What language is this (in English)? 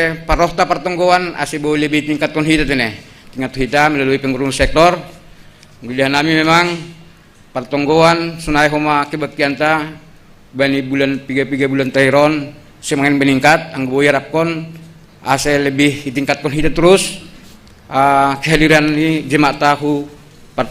Batak Simalungun